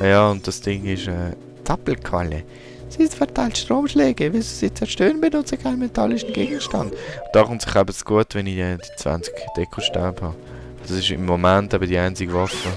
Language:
Swiss German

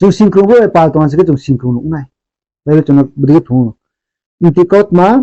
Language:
Riang (India)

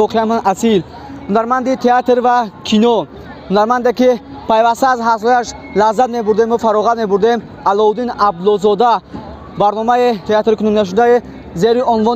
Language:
Tajik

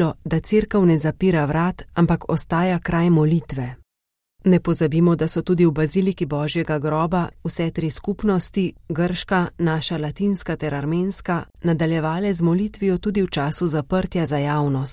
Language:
Slovenian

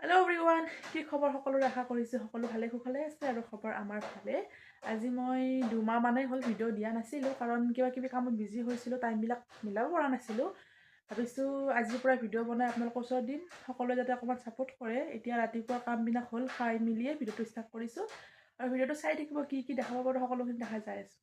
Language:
Assamese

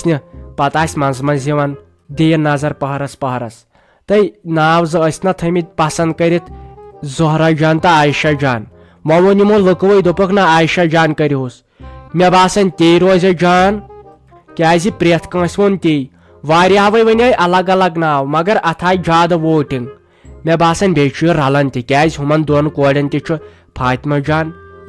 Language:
Kashmiri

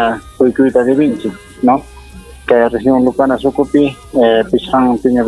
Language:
Ayacucho Quechua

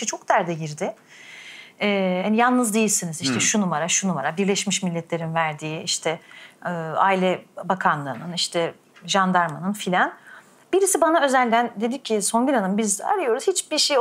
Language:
Turkish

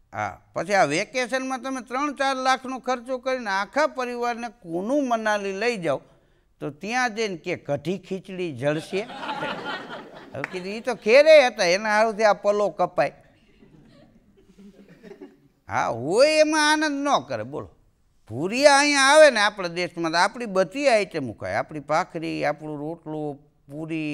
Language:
Gujarati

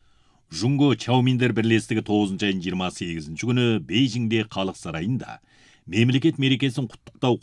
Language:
Kazakh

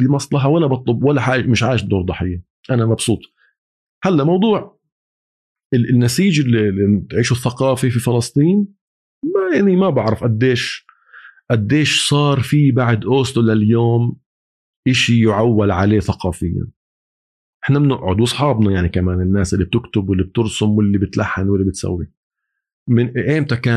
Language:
North Levantine Arabic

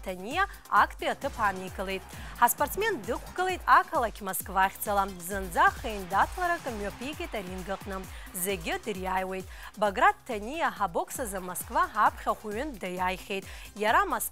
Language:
Abkhazian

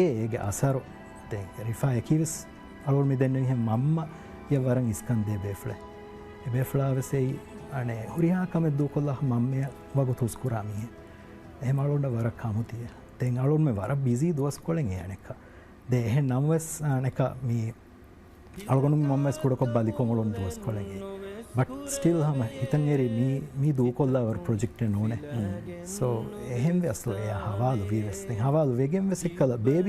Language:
Divehi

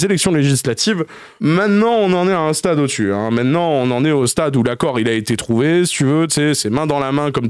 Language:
French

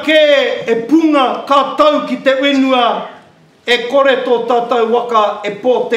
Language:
Māori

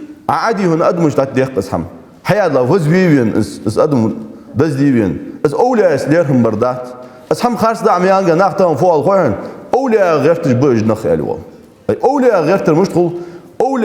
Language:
Ingush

